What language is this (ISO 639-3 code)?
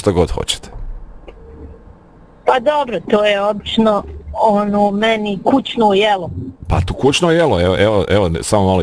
bos